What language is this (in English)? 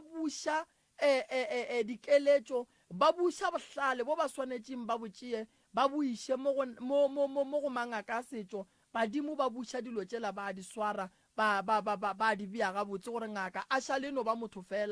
Northern Sotho